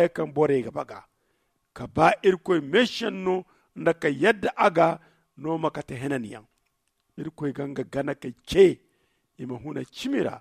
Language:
Zarma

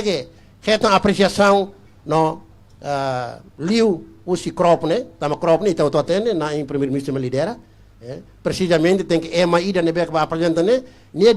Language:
Tetum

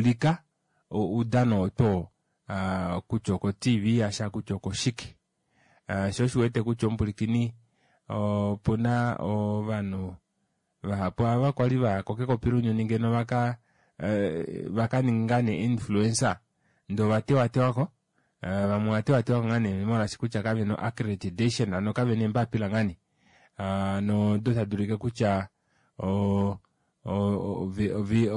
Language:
Kuanyama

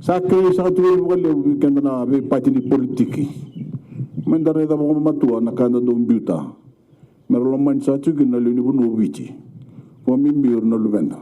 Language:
Fijian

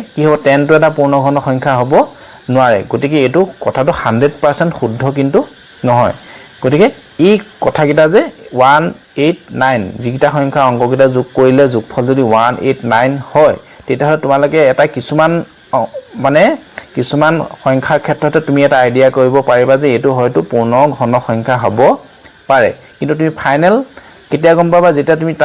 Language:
Assamese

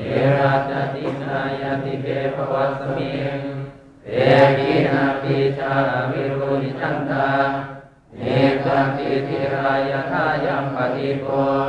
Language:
Pali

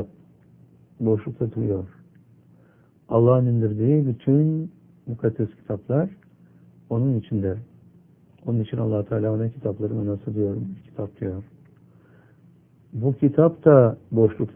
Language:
Turkish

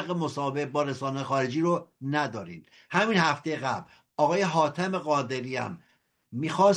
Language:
Persian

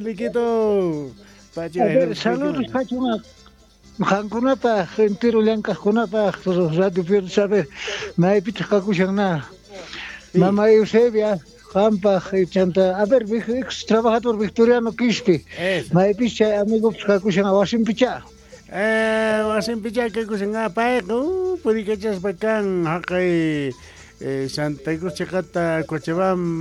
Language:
South Bolivian Quechua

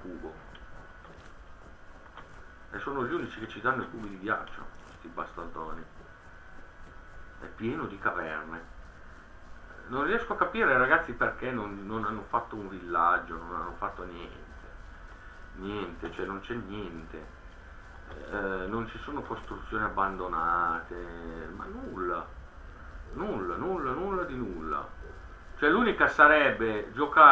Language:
Italian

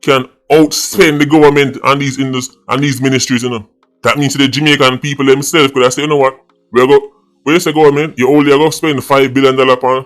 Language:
Jamaican Creole English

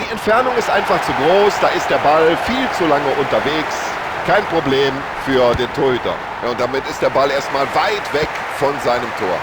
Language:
Bavarian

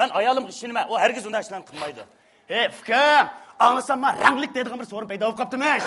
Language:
Uyghur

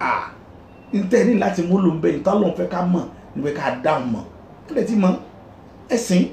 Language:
Yoruba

